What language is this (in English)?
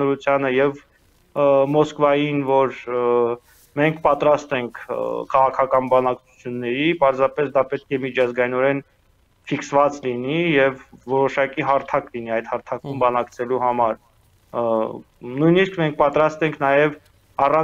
Armenian